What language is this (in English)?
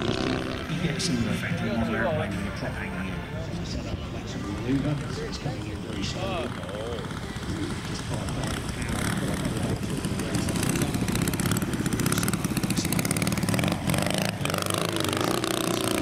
English